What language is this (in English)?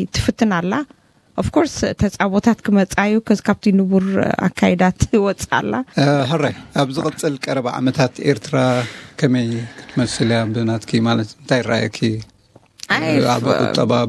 Tigrinya